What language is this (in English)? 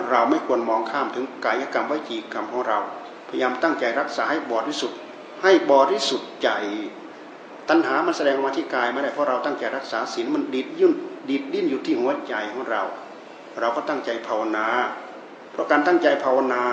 Thai